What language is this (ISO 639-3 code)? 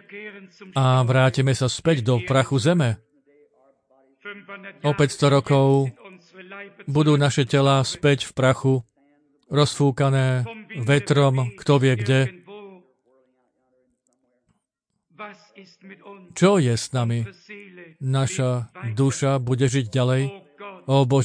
slk